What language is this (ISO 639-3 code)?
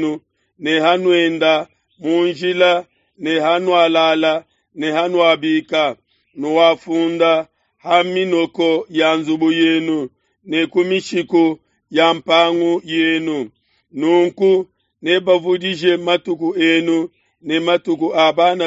lua